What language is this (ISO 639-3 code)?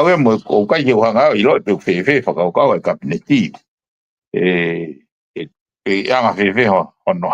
ton